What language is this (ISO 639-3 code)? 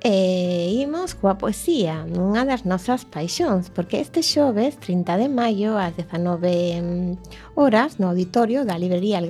glg